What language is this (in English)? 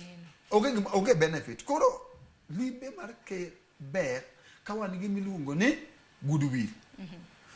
Luo (Kenya and Tanzania)